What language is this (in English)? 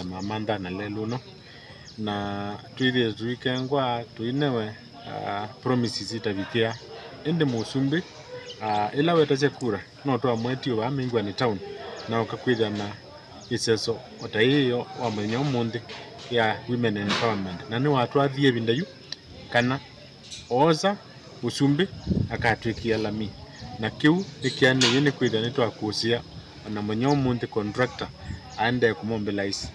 Kamba